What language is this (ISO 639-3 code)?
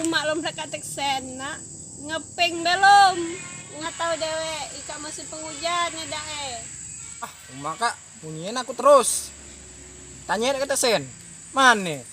mui